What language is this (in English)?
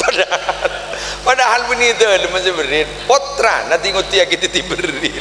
Madurese